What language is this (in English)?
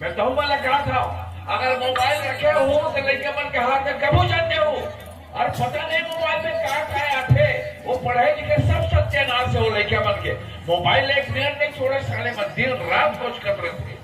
Chhattisgarhi